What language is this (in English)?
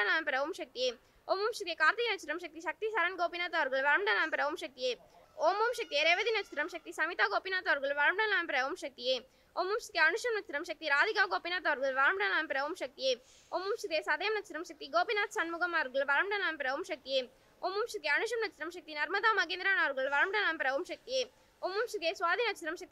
Tamil